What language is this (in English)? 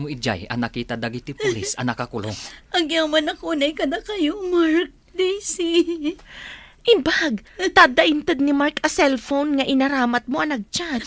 Iloko